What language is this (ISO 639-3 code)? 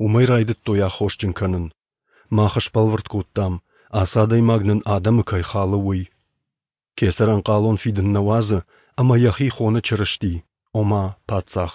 oss